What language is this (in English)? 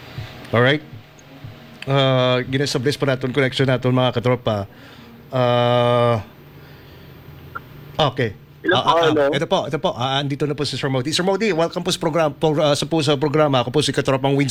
Filipino